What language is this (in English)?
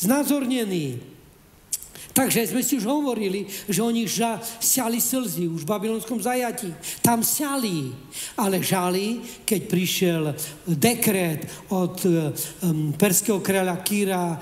Slovak